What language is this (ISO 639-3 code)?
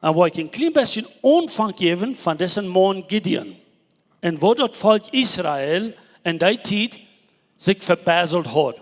pdt